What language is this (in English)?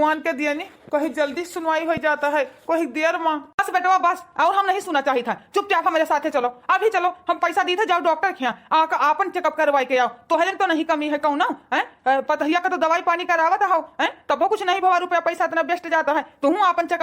Awadhi